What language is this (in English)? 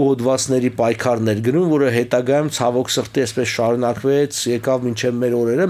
Armenian